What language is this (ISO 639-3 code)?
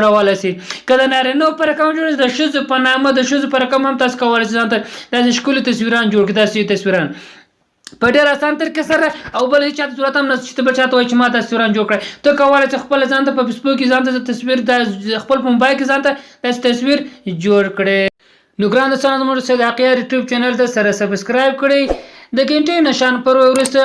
pus